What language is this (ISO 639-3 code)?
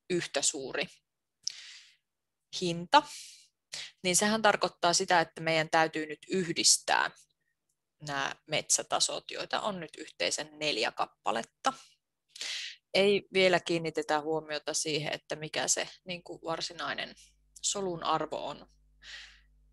fin